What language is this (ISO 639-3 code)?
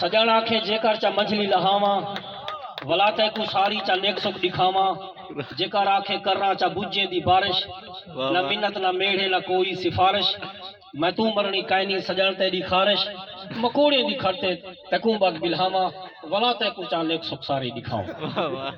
skr